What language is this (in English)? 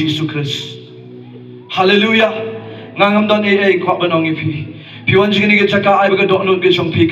Khasi